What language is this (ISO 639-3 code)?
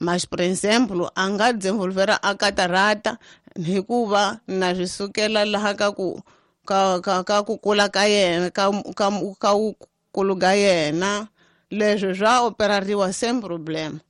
tso